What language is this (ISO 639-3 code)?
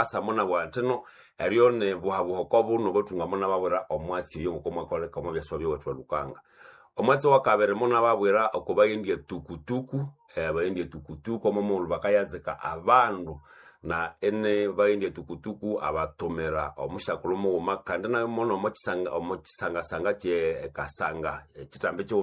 nnb